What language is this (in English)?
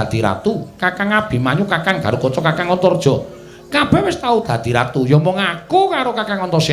Javanese